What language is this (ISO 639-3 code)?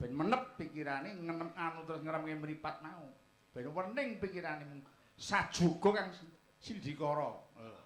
jav